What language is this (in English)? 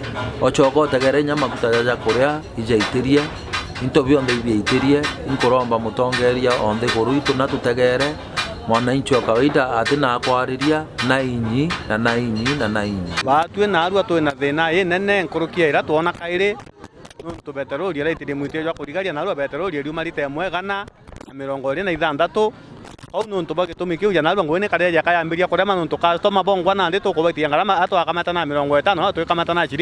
Meru